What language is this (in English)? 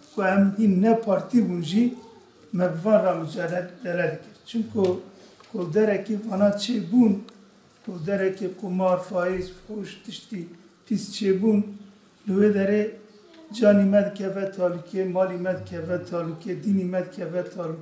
Kurdish